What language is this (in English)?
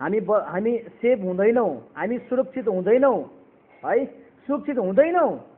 Nepali